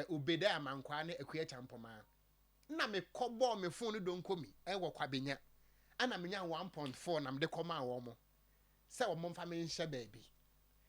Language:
Akan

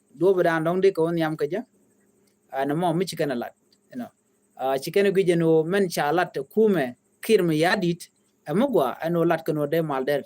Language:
Nuer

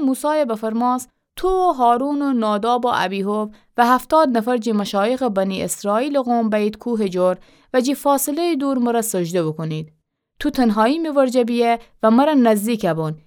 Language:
Gilaki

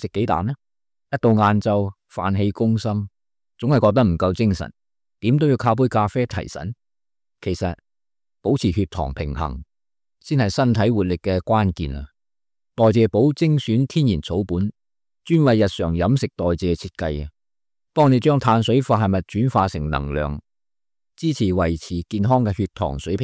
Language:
Cantonese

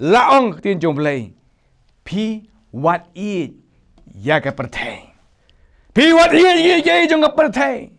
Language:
Khasi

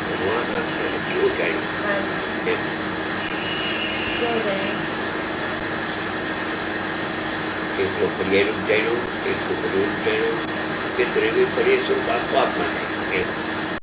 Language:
Gujarati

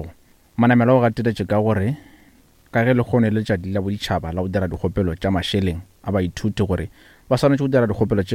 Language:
Northern Sotho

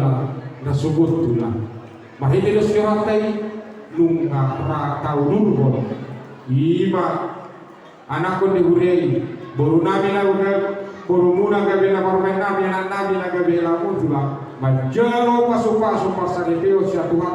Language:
Batak Toba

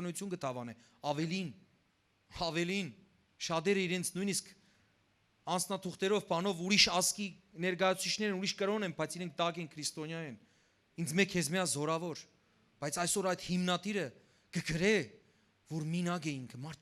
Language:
Western Armenian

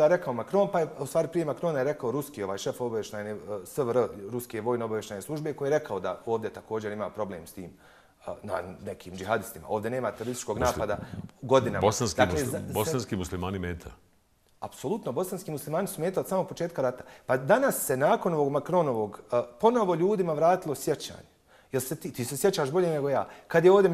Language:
Bosnian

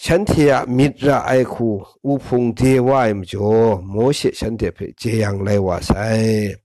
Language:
Kachin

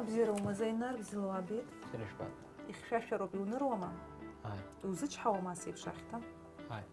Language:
Abkhazian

